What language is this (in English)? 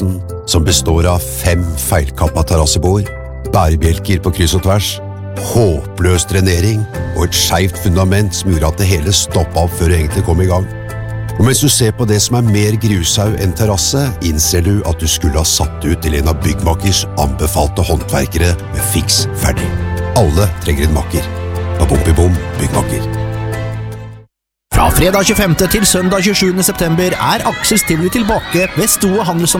Norwegian